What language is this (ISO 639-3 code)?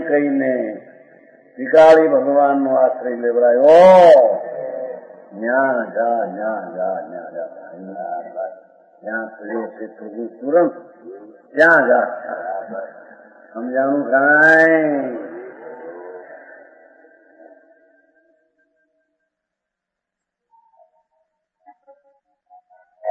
guj